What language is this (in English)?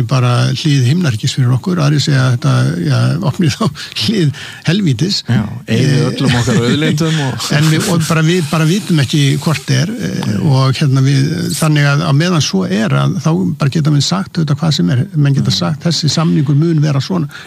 Icelandic